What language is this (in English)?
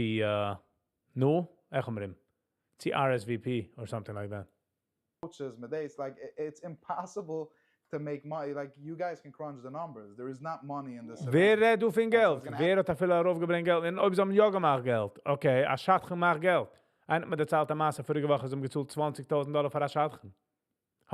Yiddish